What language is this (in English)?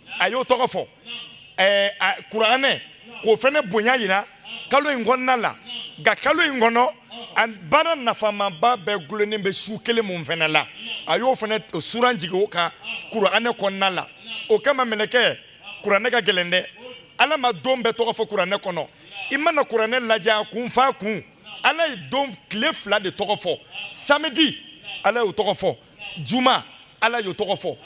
Bambara